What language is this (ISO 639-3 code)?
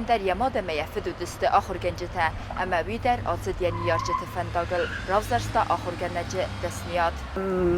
oss